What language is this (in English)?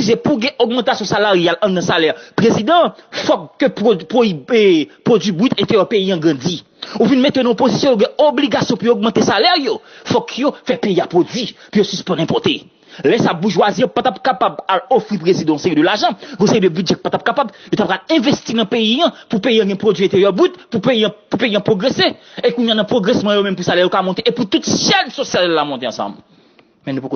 Haitian Creole